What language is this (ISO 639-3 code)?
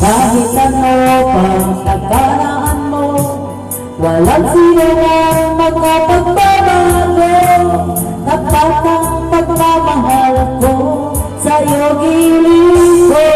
ilo